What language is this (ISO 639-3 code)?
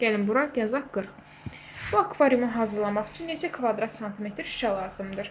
aze